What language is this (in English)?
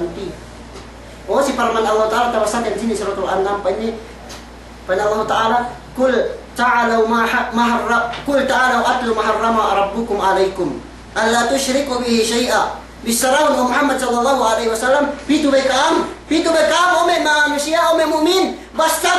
Yakan